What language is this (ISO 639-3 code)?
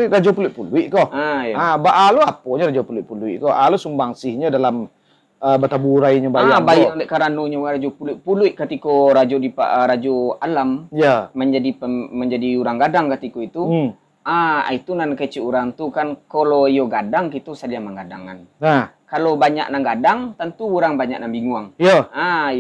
min